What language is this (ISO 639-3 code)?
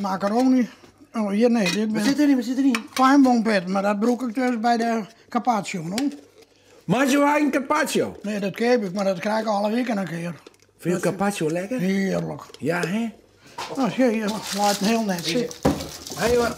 fry